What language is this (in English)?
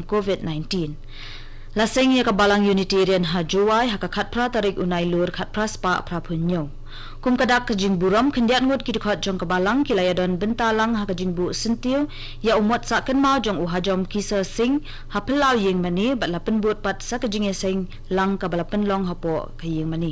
Khasi